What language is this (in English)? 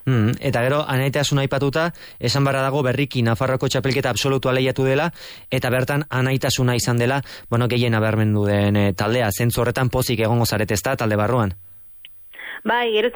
Basque